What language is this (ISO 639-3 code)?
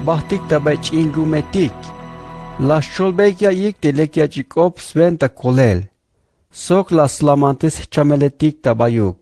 tzh